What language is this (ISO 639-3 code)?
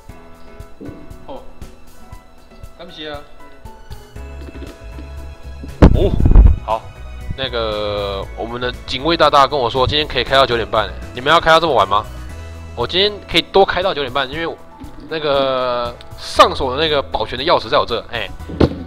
zho